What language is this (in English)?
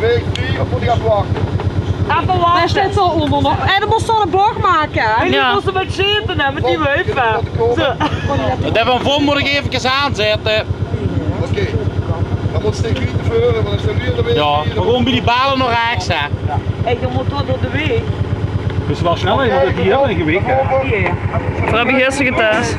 Limburgish